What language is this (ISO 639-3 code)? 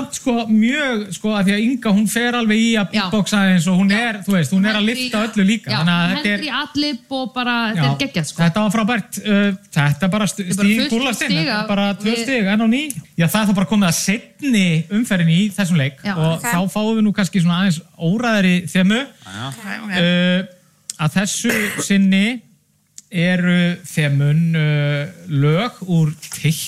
isl